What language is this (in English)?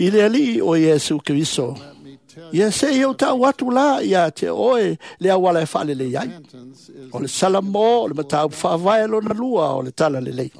Samoan